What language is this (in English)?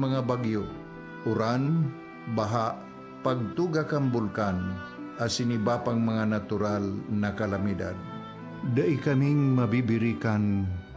Bikol